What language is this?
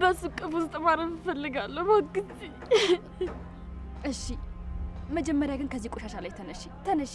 Amharic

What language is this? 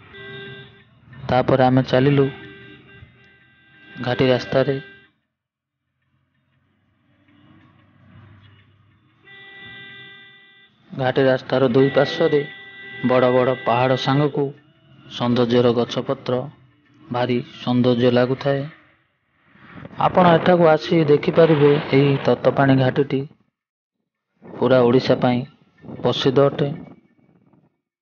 Odia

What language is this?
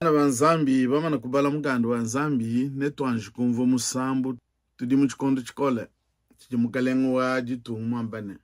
Luba-Lulua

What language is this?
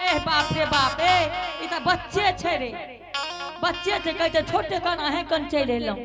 Angika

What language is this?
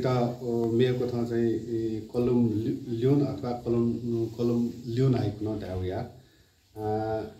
Newari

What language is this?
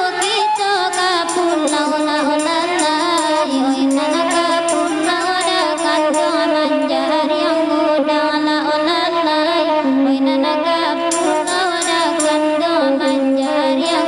Minangkabau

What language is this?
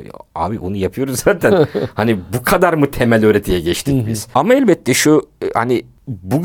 Turkish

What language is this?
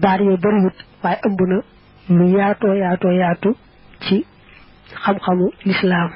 Wolof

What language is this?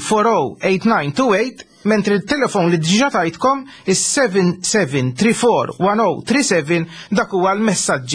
Maltese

